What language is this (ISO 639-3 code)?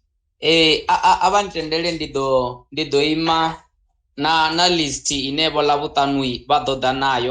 ven